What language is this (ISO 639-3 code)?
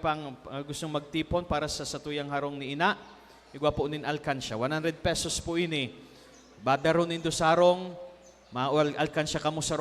bik